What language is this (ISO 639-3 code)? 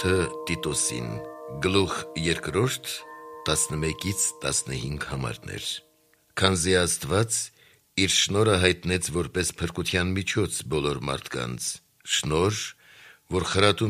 hye